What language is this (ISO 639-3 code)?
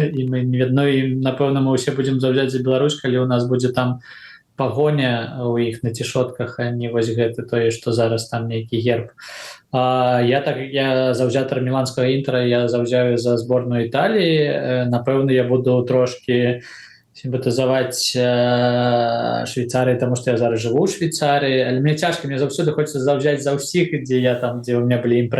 bel